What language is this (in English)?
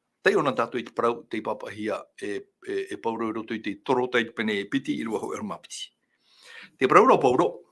Tahitian